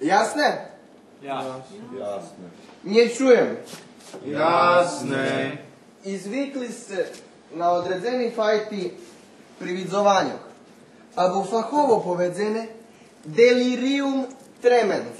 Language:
Rusyn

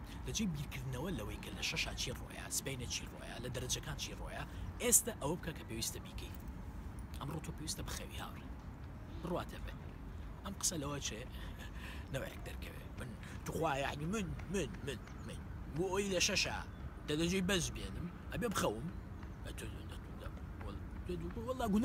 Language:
Central Kurdish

